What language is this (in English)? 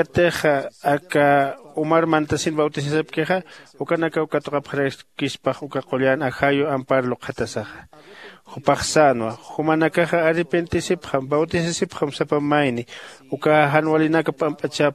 Aymara